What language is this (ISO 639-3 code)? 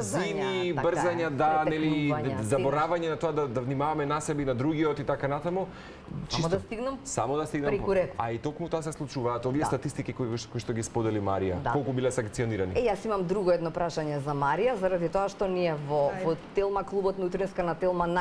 mkd